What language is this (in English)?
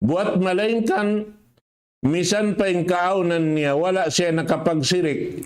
Tausug